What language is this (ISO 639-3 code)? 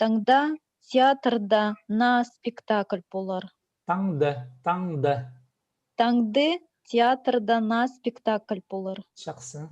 kjh